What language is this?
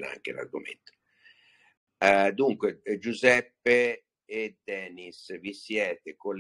Italian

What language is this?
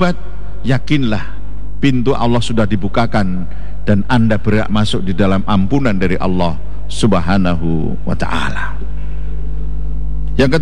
Indonesian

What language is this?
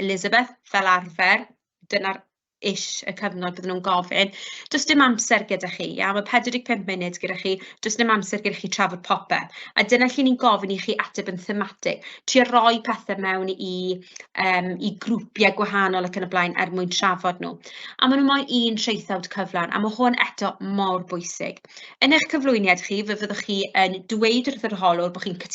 Welsh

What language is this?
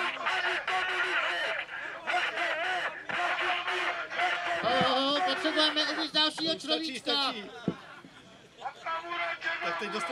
Czech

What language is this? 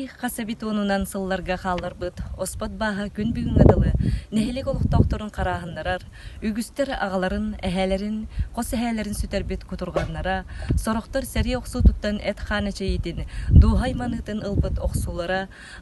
Yakut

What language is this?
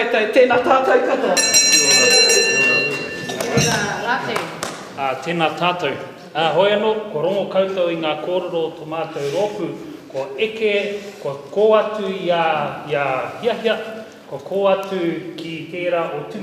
Māori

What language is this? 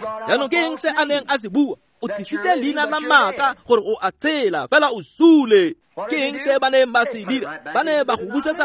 Tswana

